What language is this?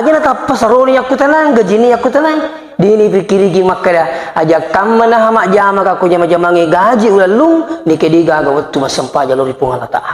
Buginese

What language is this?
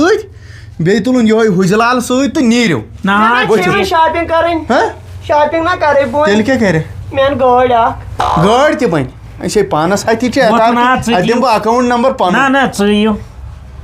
Kashmiri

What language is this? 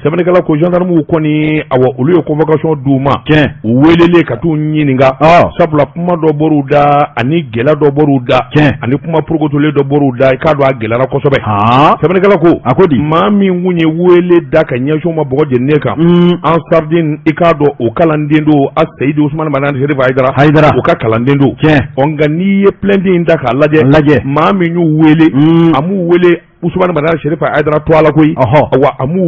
Bambara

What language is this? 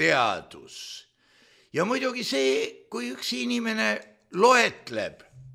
Estonian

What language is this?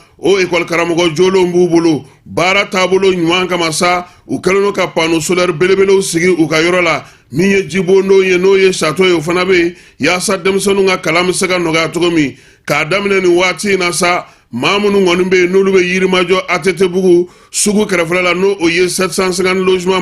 Bambara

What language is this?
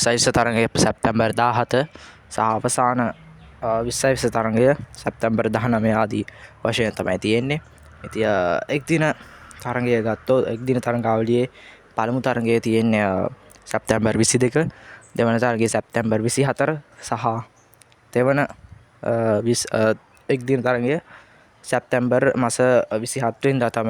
Sinhala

